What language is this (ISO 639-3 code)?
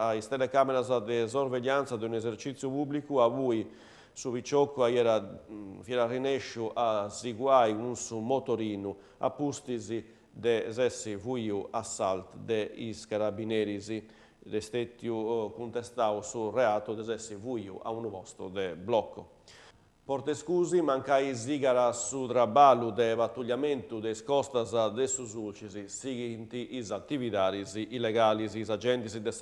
srd